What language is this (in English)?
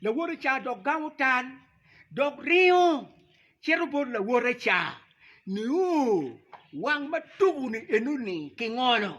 Acoli